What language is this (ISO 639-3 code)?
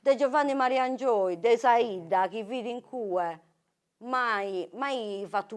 srd